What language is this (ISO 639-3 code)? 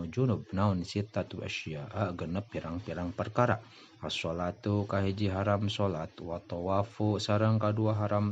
sun